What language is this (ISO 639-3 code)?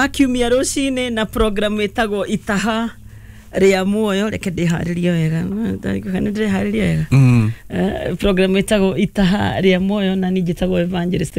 kik